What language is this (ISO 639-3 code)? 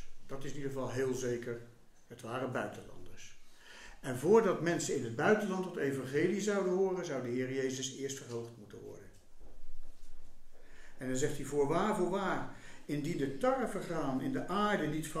nld